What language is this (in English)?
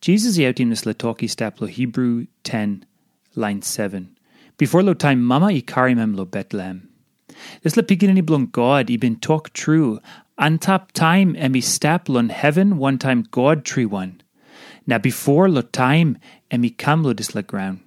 Tok Pisin